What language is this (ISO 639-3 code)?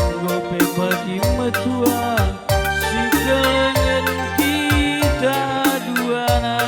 btx